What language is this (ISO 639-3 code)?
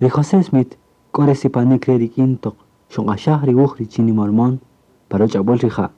cak